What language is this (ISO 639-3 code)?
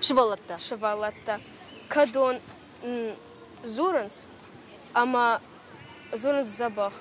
oss